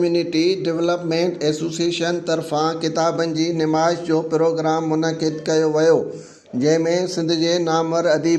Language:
Sindhi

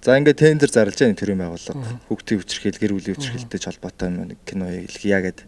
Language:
Mongolian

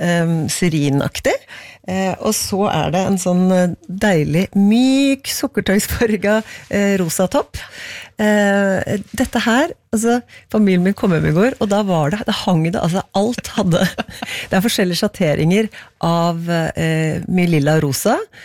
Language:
Norwegian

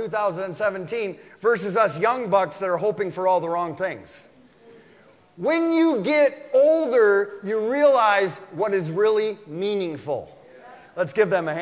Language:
English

